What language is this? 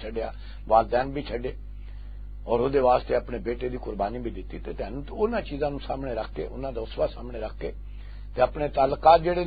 Western Panjabi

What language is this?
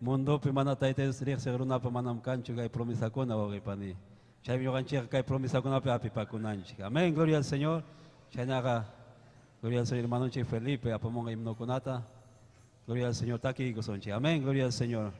Ayacucho Quechua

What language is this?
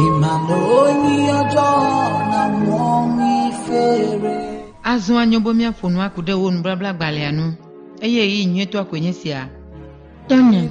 Ewe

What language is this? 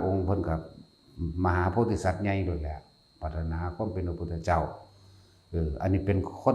Lao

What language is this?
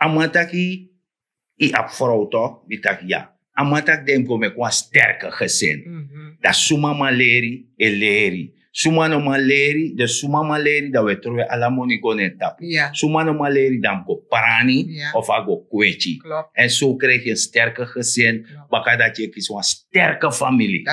Sranan Tongo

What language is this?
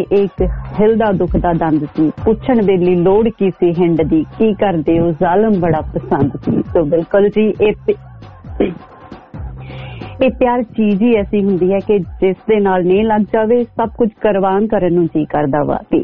Punjabi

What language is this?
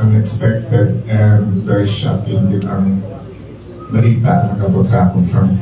Hiligaynon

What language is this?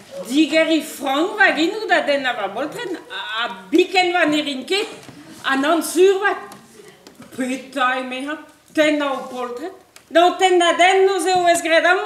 Breton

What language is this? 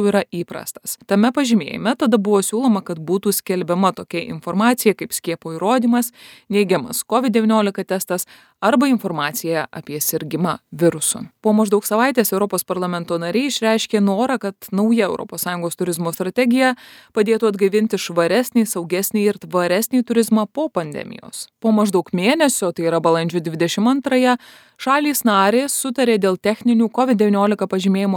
Lithuanian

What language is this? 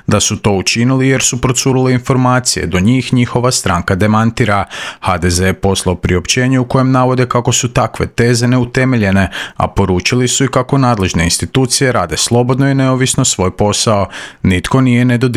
Croatian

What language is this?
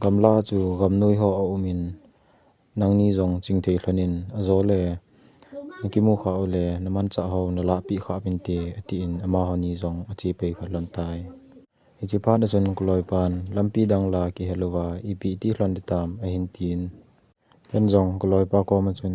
Thado Chin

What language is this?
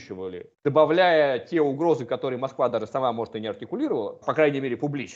Russian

